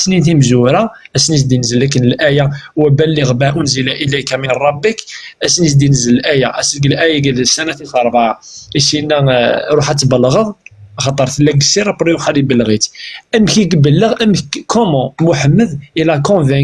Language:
Kabyle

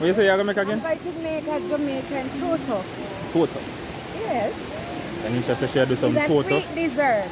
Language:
Jamaican Creole English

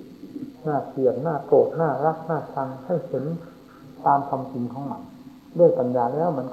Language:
Thai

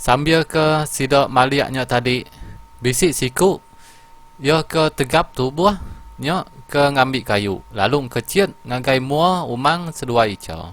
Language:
Iban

